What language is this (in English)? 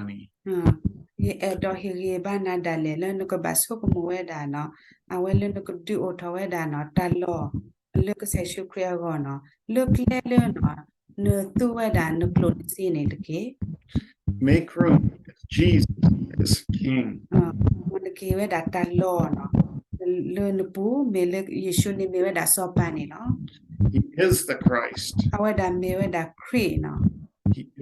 S'gaw Karen